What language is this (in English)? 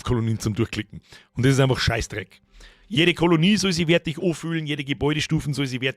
Bavarian